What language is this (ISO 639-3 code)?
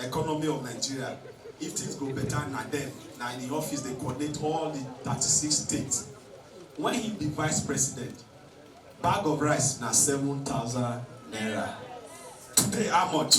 pcm